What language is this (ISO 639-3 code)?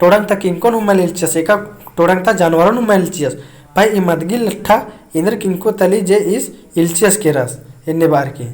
kru